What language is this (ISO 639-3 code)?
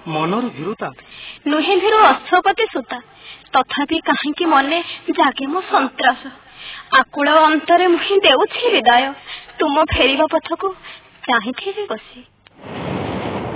ori